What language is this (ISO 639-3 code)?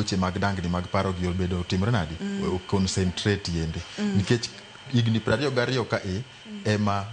luo